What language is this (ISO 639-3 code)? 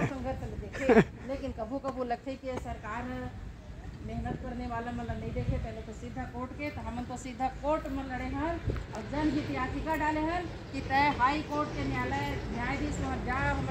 hne